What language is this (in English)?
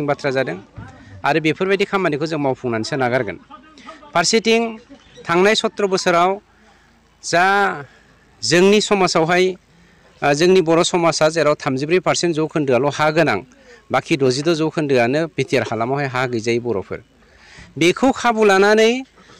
Bodo